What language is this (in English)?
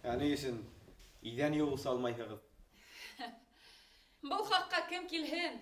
Bashkir